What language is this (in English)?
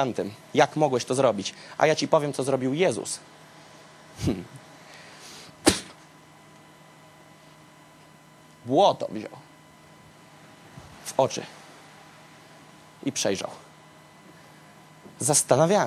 Polish